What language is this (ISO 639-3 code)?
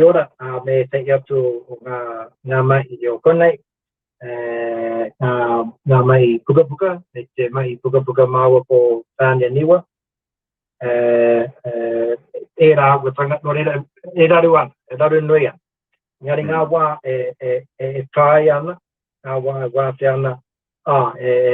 mri